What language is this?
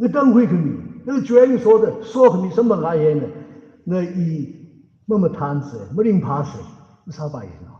Tangkhul Naga (India)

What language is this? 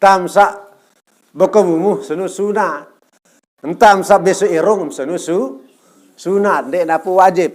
Sasak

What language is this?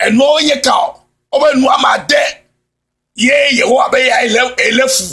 Ewe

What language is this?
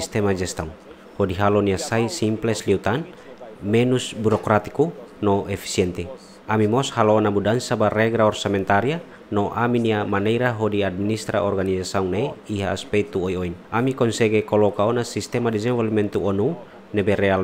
Tetum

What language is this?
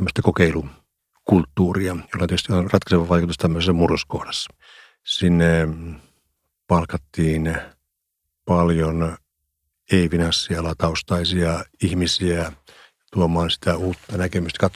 Finnish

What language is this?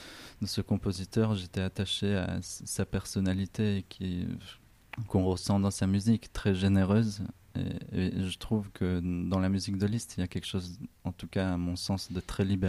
French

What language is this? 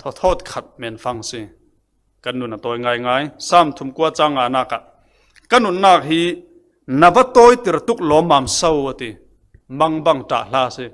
Falam Chin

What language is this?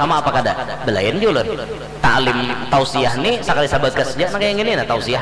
Banjar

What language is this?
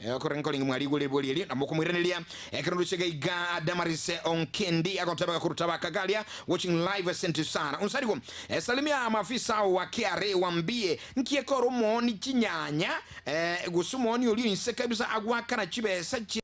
Gusii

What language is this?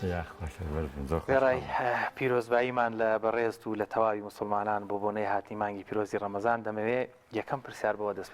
Central Kurdish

